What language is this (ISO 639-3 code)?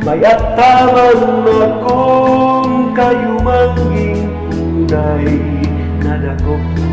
bik